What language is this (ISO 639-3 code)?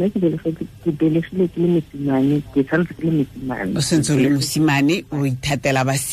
tsn